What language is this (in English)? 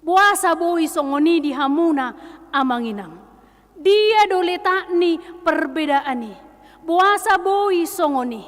Batak Toba